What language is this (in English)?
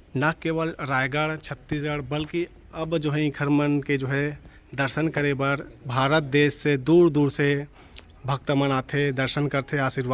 Chhattisgarhi